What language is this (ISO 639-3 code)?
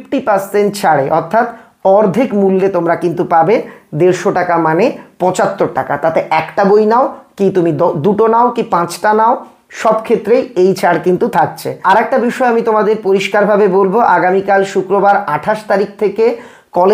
ben